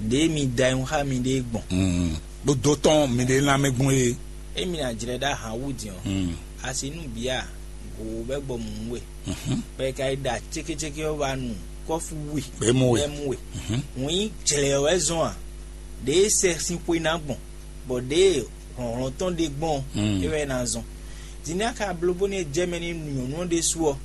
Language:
Fon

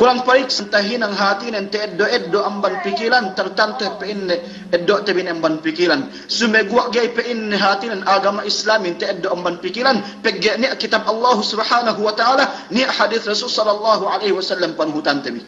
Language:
Yakan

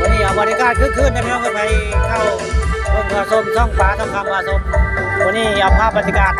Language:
Northeastern Thai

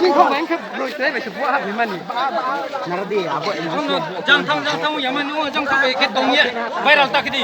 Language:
Riang (India)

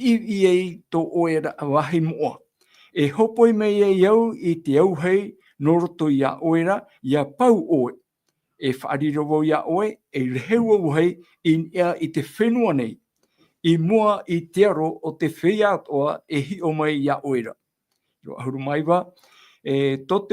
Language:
Tahitian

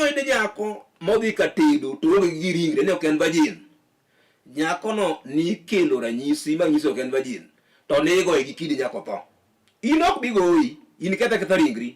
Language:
Luo (Kenya and Tanzania)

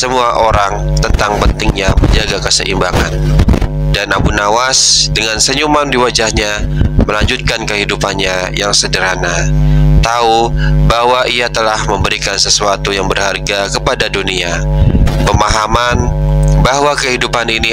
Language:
Indonesian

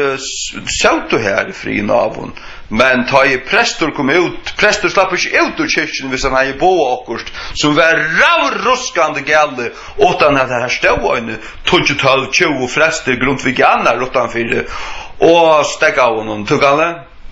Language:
Faroese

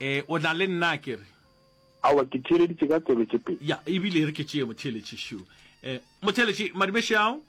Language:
Northern Sotho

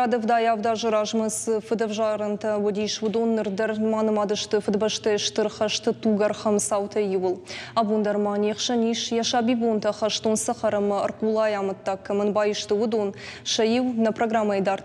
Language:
Ossetic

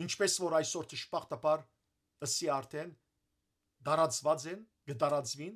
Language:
Western Armenian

